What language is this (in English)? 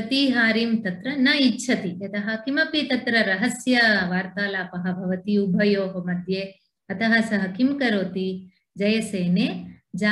Sanskrit